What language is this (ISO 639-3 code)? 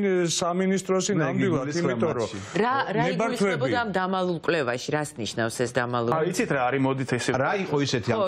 kat